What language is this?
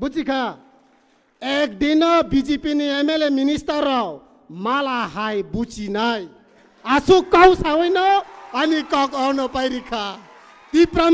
Kok Borok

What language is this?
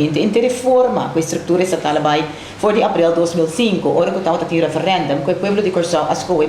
Papiamento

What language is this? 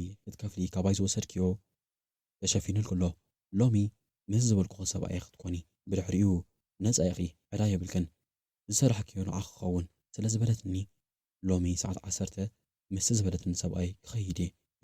Tigrinya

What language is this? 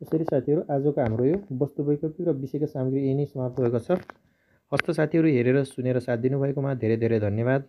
Nepali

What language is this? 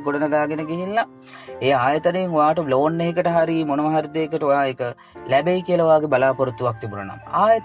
Sinhala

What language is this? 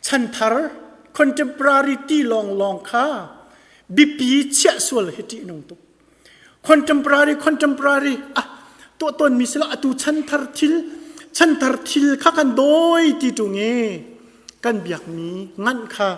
Hakha Chin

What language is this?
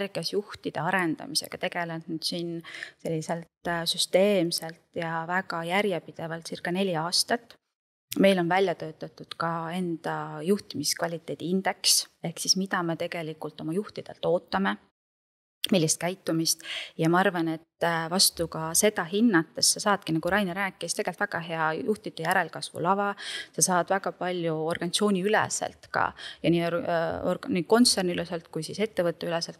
Estonian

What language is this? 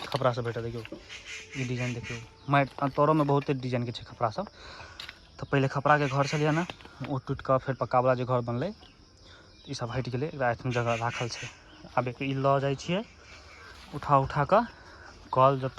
Maithili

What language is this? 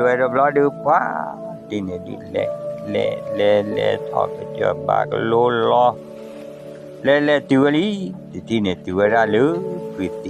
S'gaw Karen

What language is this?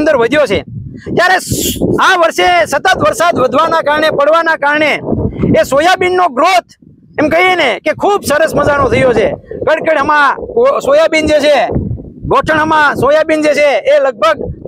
Gujarati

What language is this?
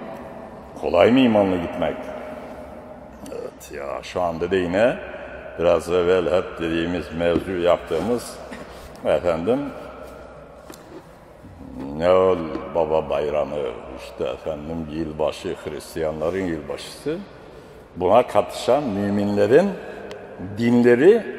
Turkish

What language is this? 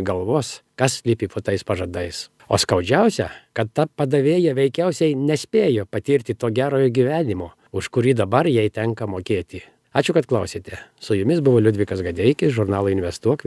Lithuanian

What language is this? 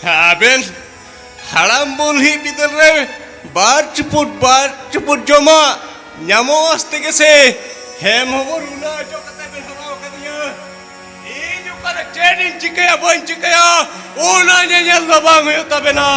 Santali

